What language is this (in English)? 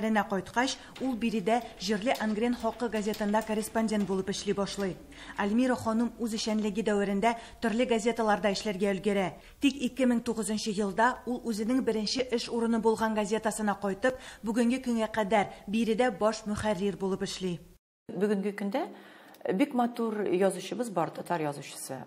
Tatar